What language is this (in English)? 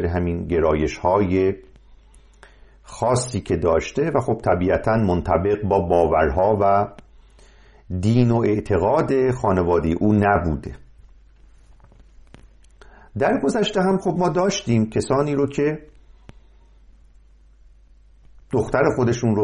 Persian